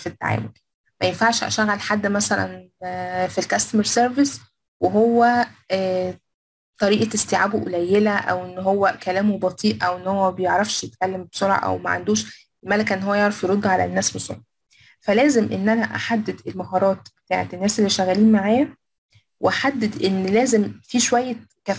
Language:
Egyptian Arabic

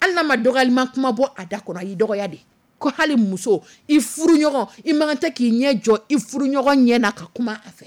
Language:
Dyula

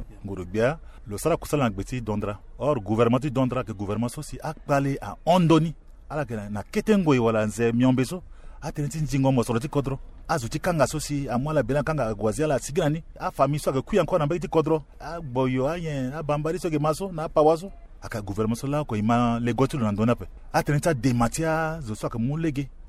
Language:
Sango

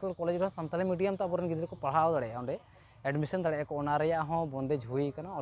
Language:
Santali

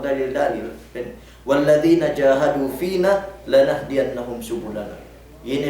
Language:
Yakan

